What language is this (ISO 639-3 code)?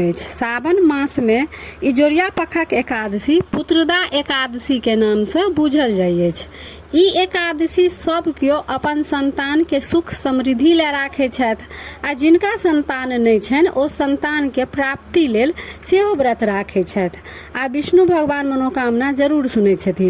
mai